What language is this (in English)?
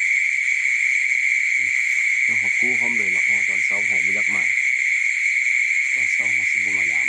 Lao